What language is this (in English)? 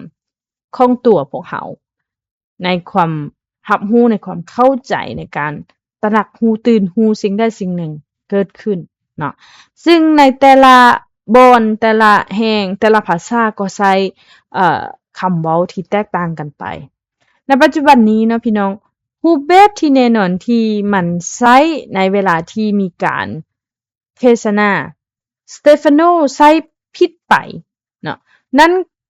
Lao